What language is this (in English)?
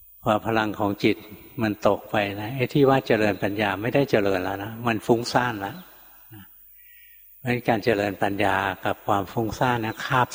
Thai